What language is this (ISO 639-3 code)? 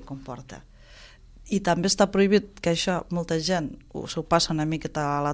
cat